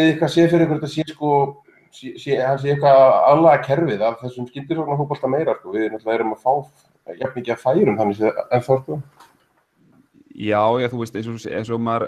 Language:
Icelandic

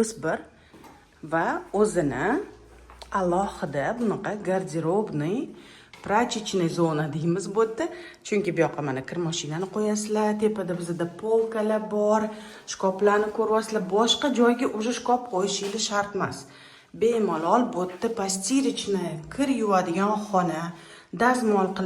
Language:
Uzbek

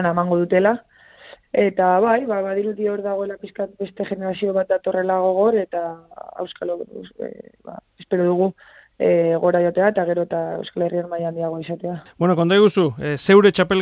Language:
Basque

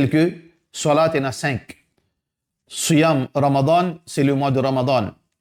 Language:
Morisyen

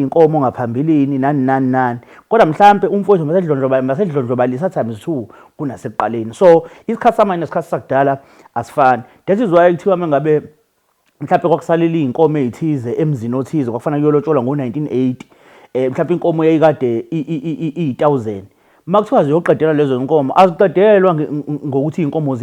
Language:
Zulu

